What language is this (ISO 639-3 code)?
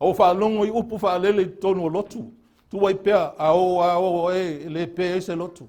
smo